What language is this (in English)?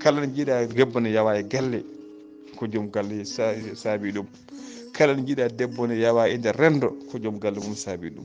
Fula